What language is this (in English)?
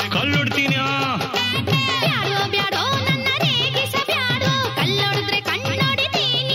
Kannada